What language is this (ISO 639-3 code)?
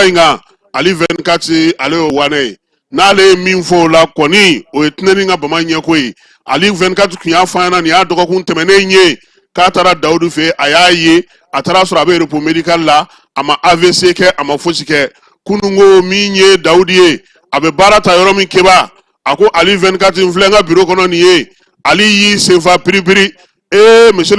bam